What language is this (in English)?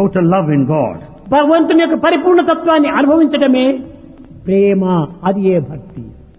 Telugu